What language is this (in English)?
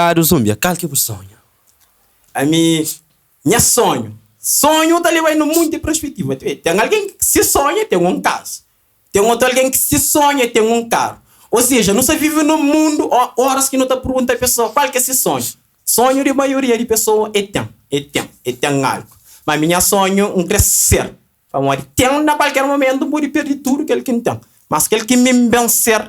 Kabuverdianu